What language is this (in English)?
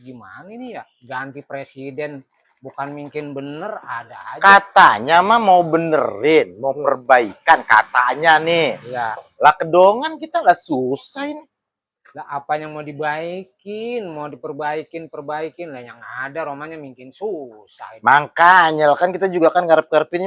Betawi